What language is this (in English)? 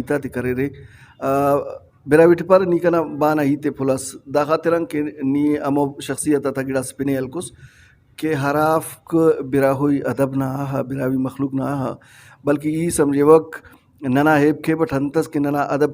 Brahui